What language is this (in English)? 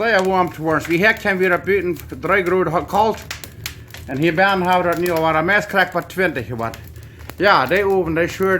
Plautdietsch